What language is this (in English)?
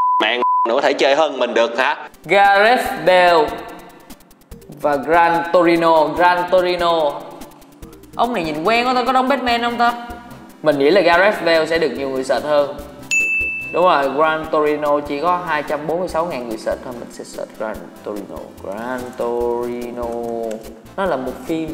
Vietnamese